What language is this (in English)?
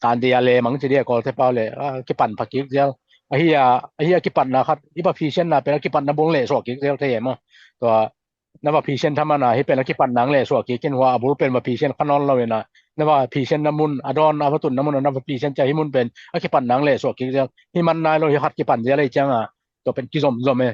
Tedim Chin